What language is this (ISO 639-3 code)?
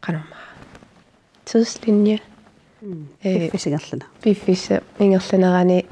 kal